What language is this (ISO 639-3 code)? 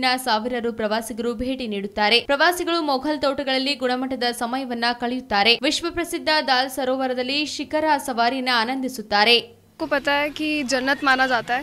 kan